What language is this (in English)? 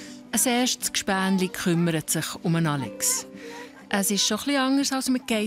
Swiss German